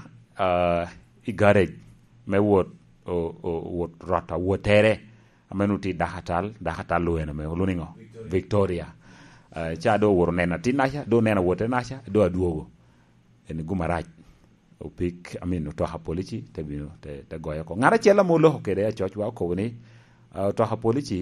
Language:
Lango (Uganda)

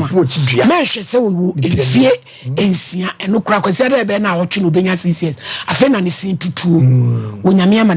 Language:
Akan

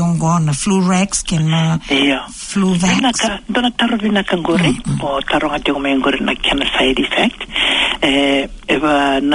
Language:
Fijian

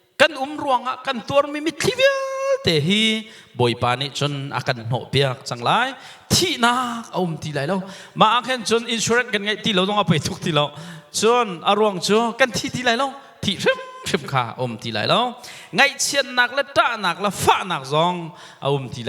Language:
Hakha Chin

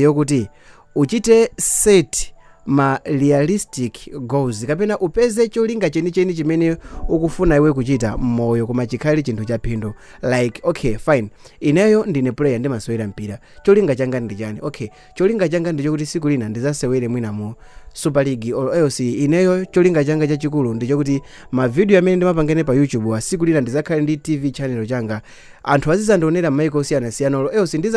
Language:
Nyanja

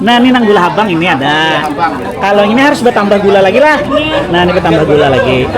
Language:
Banjar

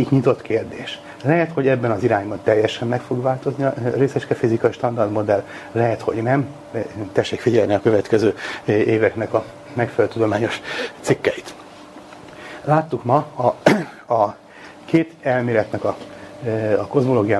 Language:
Hungarian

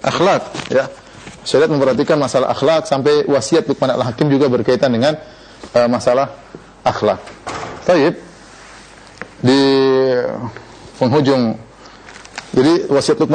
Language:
Indonesian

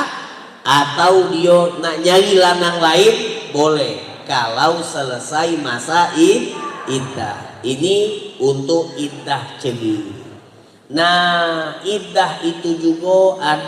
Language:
Musi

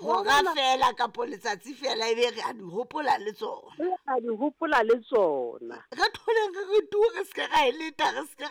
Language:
Southern Sotho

